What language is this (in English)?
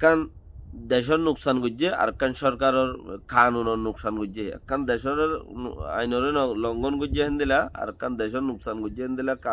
Rohingya